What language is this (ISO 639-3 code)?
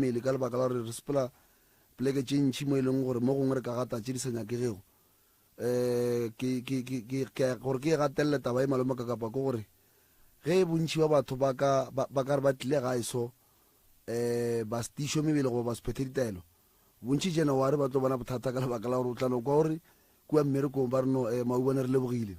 nso